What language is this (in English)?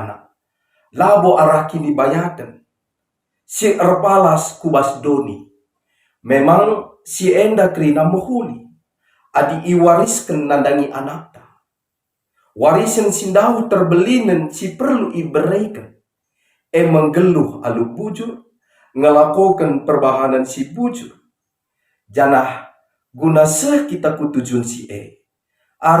Batak Karo